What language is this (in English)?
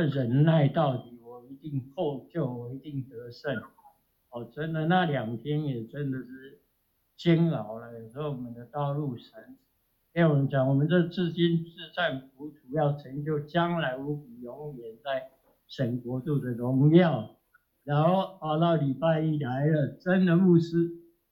Chinese